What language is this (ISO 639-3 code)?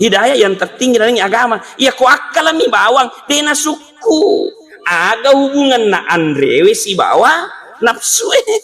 bug